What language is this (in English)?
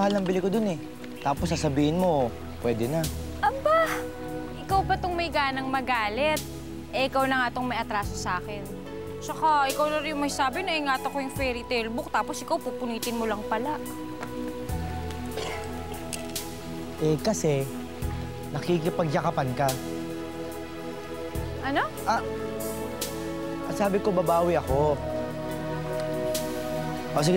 Filipino